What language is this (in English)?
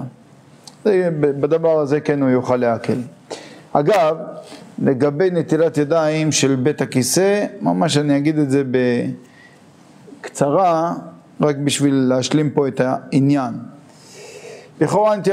Hebrew